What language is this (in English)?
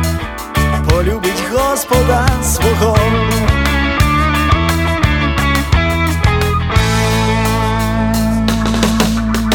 Ukrainian